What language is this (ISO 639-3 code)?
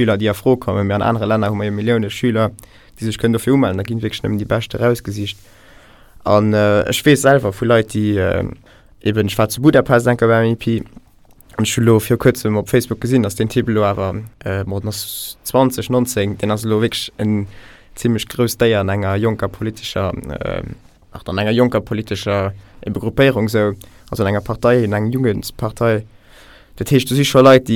ltz